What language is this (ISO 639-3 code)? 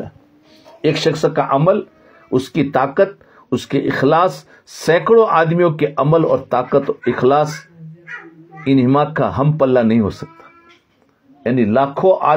urd